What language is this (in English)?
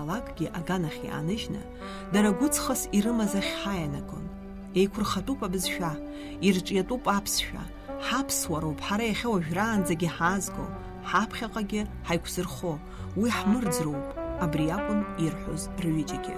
Abkhazian